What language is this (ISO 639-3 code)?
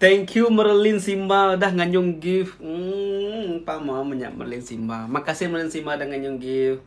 iba